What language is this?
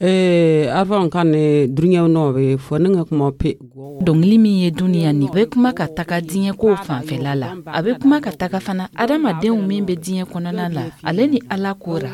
Dyula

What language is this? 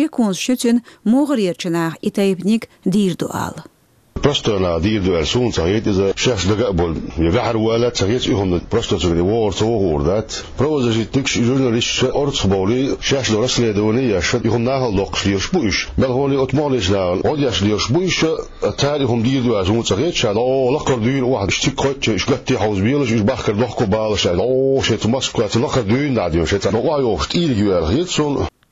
Chechen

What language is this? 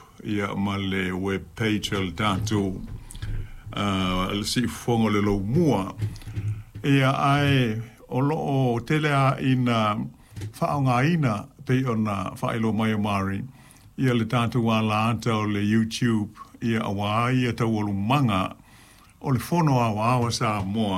Samoan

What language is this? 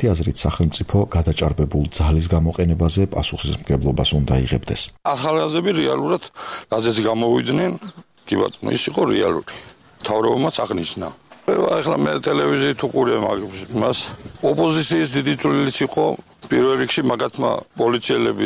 Georgian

